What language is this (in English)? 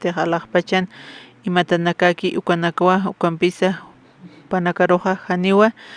Aymara